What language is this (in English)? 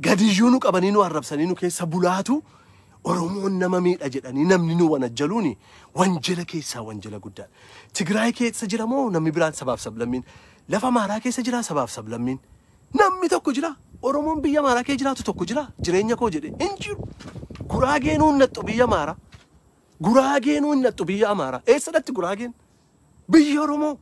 Oromo